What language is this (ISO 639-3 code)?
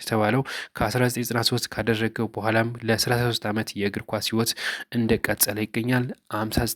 amh